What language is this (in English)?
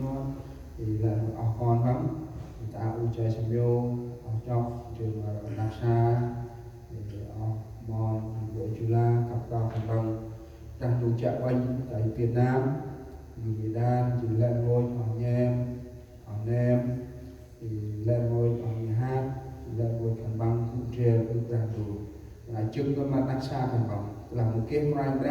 Central Mnong